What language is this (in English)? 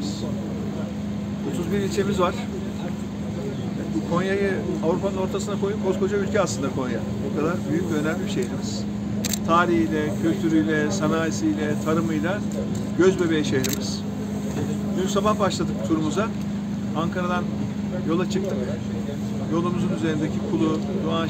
Turkish